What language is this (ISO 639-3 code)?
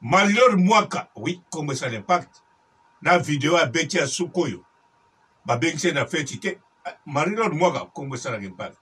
lin